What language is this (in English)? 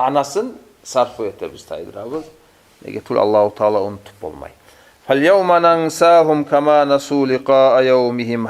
Kumyk